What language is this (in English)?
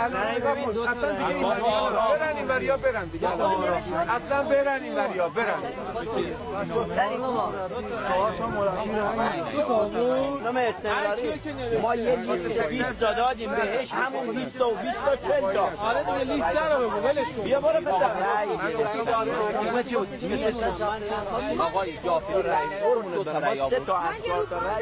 Persian